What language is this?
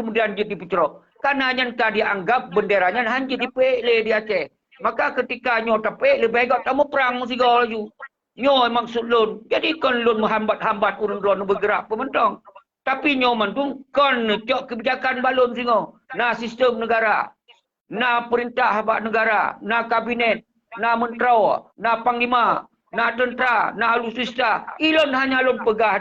Achinese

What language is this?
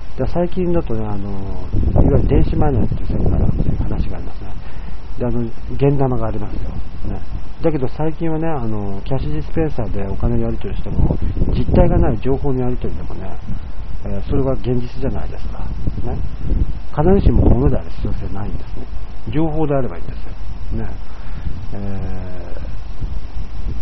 Japanese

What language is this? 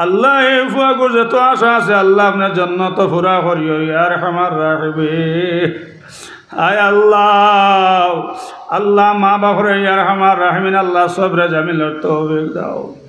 Sylheti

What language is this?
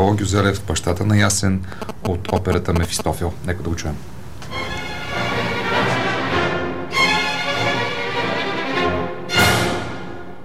Bulgarian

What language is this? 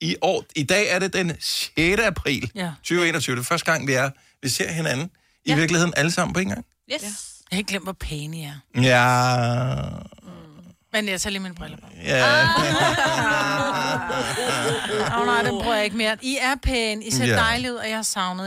Danish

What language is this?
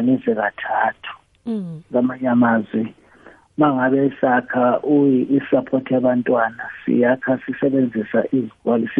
South Ndebele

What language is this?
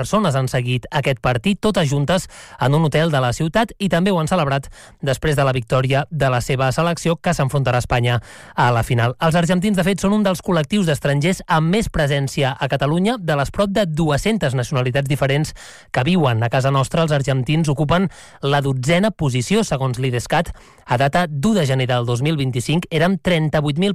Catalan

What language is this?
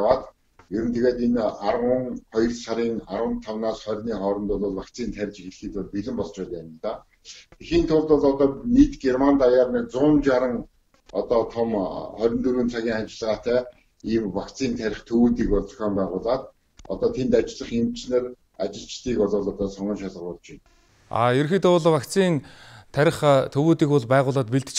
Mongolian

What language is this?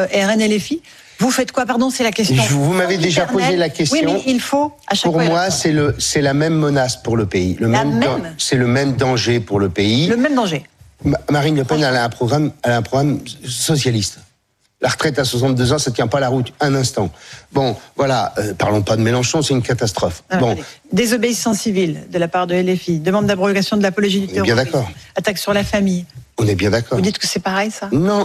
French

